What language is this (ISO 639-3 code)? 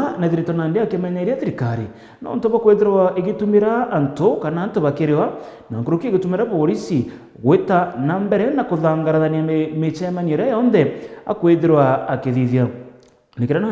mer